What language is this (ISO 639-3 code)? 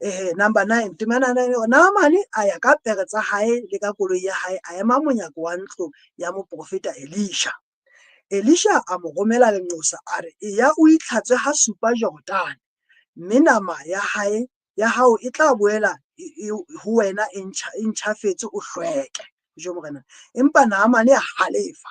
sot